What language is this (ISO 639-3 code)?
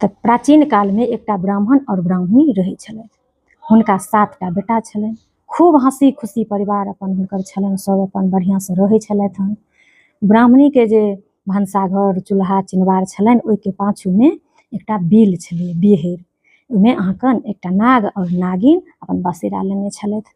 mai